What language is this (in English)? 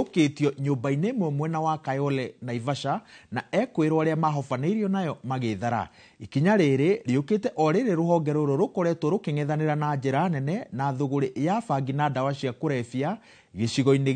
Kikuyu